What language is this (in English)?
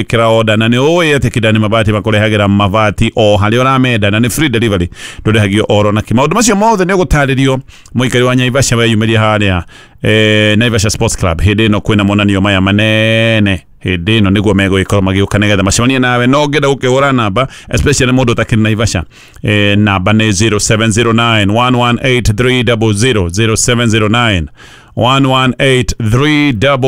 Kikuyu